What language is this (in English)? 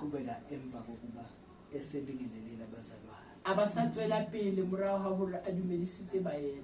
Zulu